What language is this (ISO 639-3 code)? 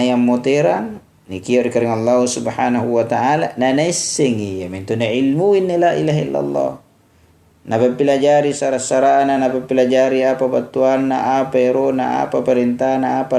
mak